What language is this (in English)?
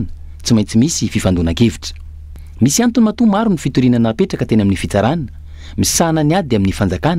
Malagasy